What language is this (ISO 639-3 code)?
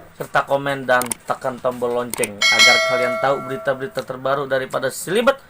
bew